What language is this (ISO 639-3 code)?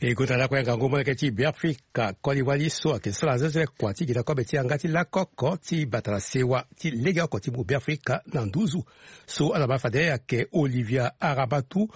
sag